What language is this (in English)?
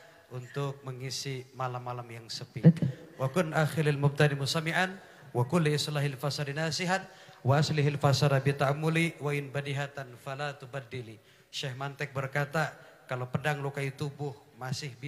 Indonesian